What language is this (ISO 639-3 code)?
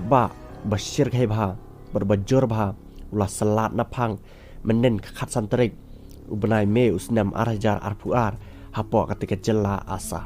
kha